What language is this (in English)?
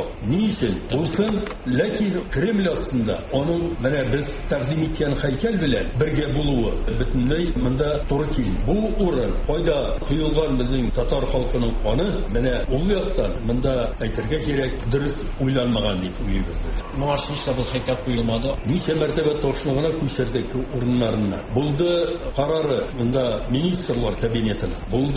Tatar